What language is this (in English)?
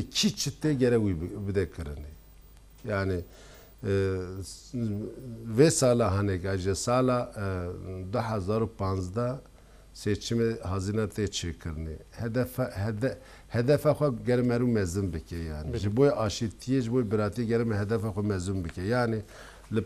Kurdish